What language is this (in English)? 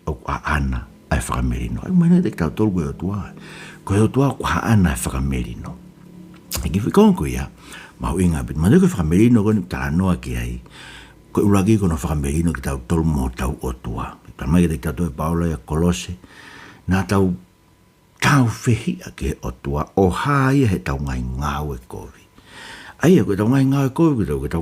Tongan